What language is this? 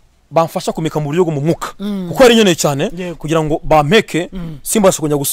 Kinyarwanda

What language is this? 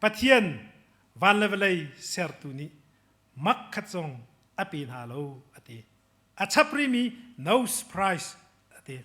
Hakha Chin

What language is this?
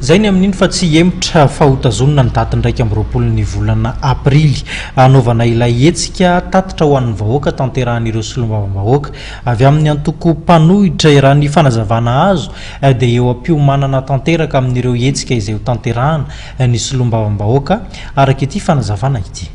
Malagasy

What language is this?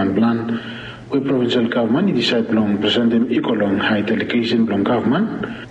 Bislama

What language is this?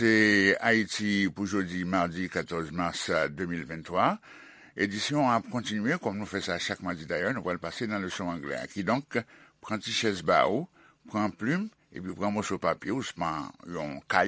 Haitian Creole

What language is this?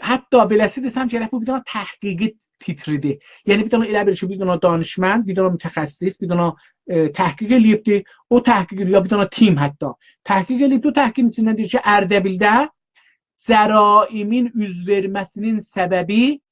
South Azerbaijani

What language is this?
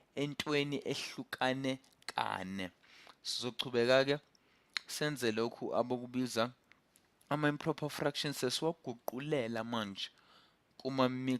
Zulu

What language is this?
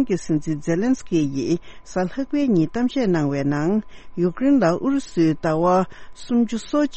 Tibetan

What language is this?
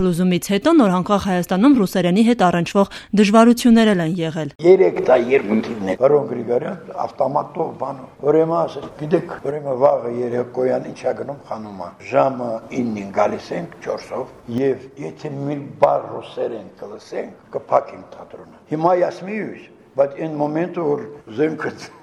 Armenian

